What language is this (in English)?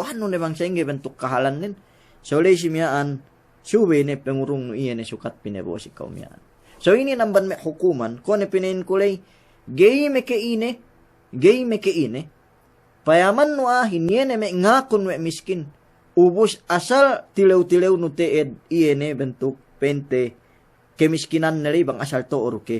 Yakan